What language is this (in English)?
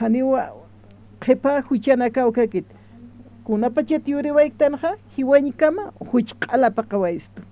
Aymara